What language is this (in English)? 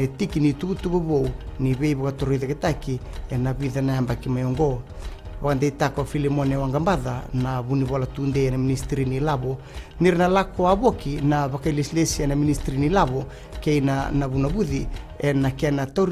Fijian